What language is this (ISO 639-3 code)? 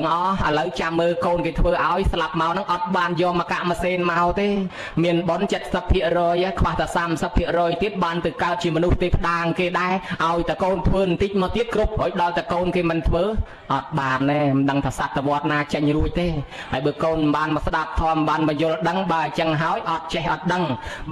khm